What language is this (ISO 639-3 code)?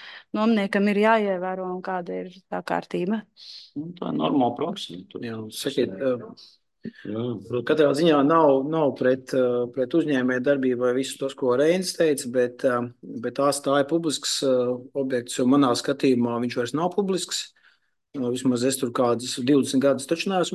lav